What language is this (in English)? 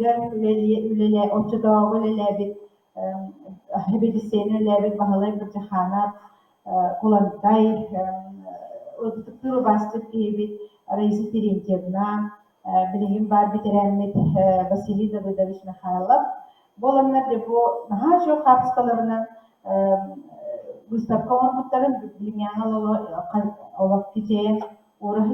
Yakut